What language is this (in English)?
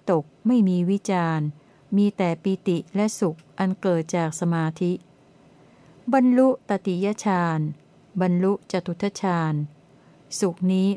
Thai